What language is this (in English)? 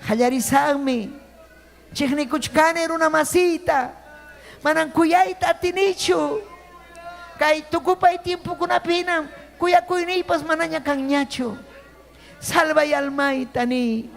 Ayacucho Quechua